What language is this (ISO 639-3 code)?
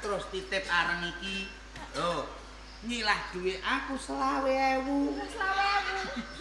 jav